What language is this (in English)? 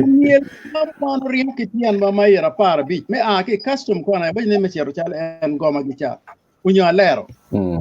Acoli